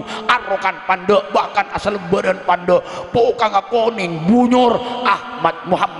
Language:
Madurese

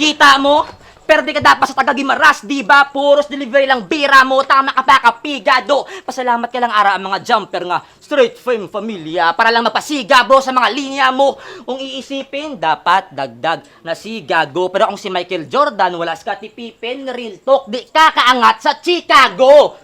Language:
Hiligaynon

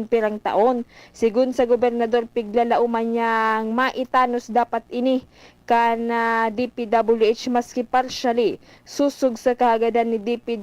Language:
Bikol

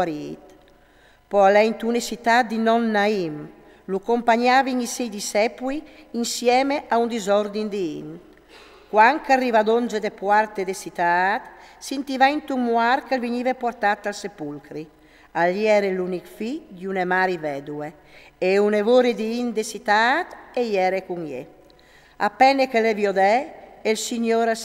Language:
Friulian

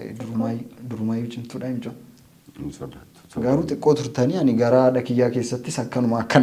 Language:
Oromo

